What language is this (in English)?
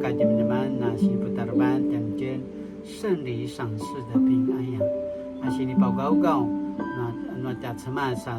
Paiwan